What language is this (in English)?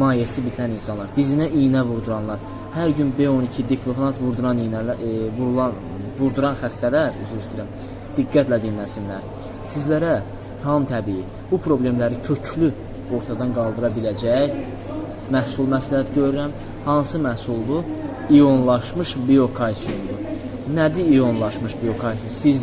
Azerbaijani